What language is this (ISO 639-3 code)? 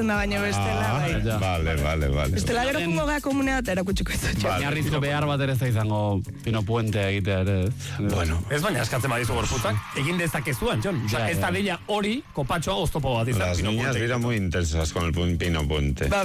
eus